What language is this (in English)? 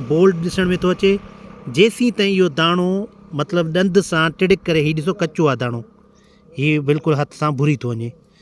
Sindhi